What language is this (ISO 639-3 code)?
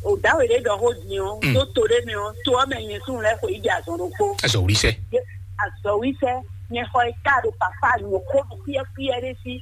fon